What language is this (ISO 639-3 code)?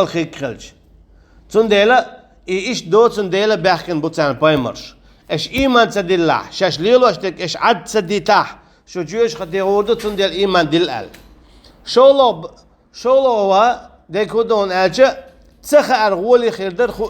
che